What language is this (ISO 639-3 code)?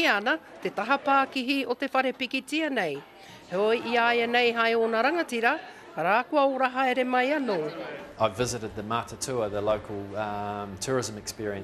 mri